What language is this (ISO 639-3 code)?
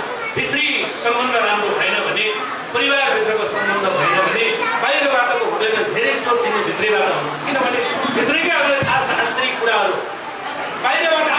nep